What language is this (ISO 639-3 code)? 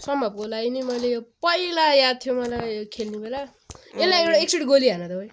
nep